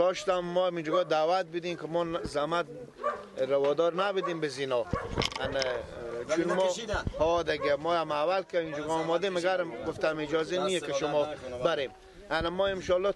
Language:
Persian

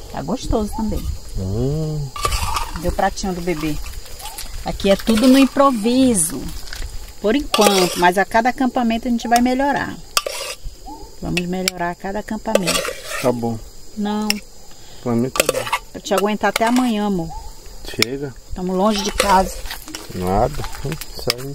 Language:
Portuguese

